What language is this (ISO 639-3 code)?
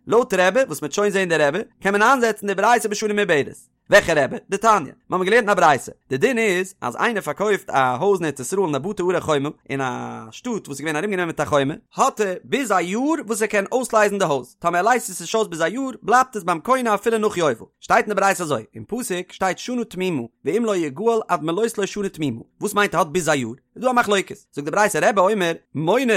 yid